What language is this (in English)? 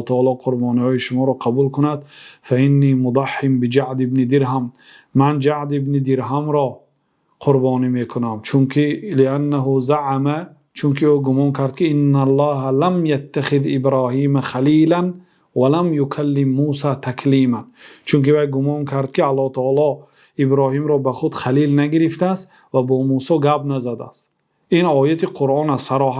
Persian